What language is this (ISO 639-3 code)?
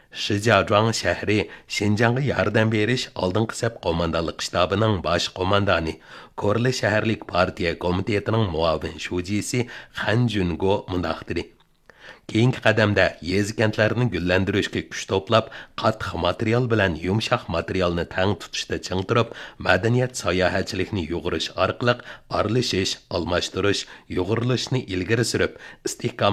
uig